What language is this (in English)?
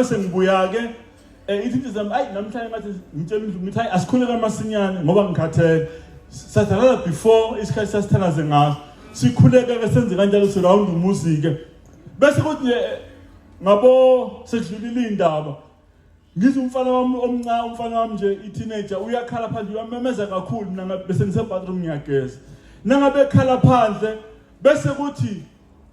Zulu